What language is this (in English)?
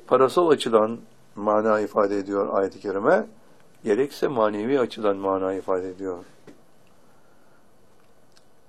Turkish